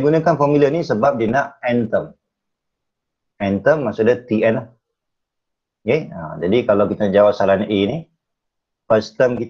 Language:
Malay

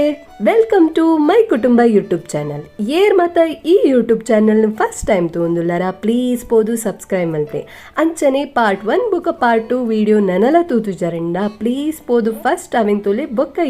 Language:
Tulu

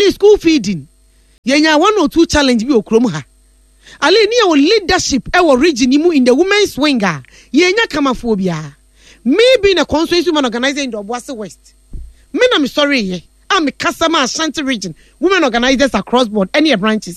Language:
Akan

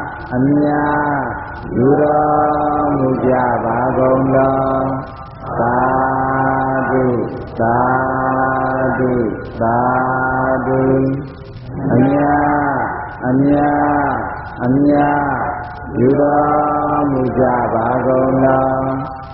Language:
Burmese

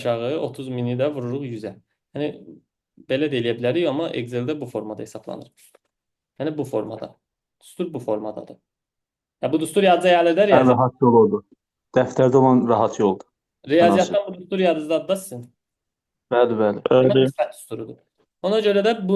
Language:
Azerbaijani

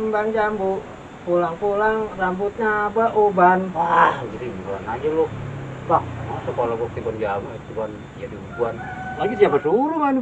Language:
Betawi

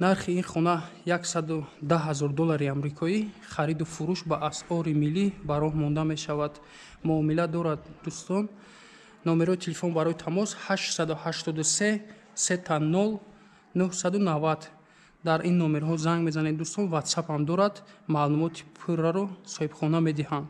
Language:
Tajik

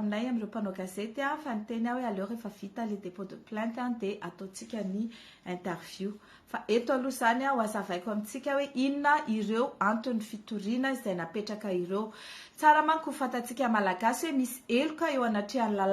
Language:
Malagasy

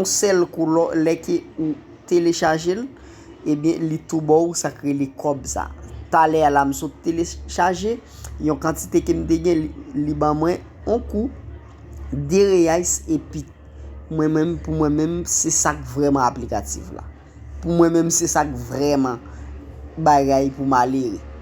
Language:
Haitian Creole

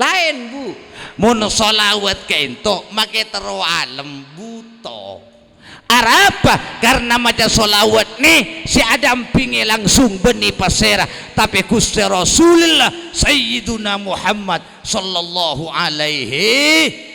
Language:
Madurese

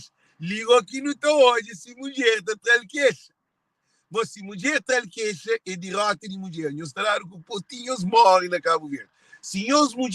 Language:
Kabuverdianu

